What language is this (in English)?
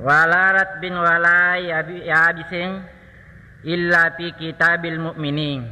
Buginese